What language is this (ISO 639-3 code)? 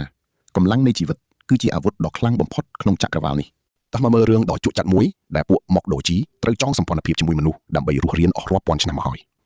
khm